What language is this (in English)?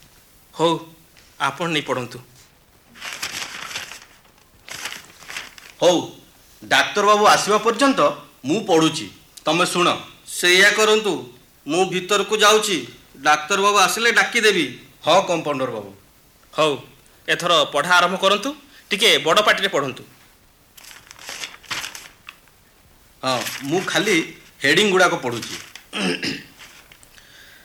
Odia